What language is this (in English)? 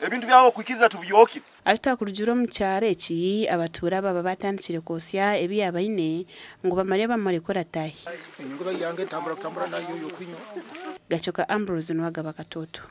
Nyankole